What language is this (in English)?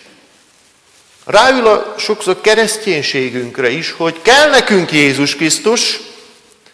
Hungarian